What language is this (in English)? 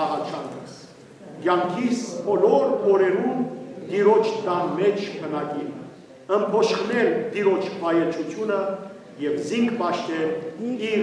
Western Armenian